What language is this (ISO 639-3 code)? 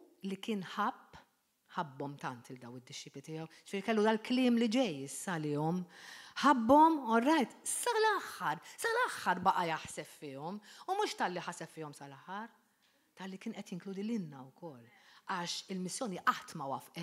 mlt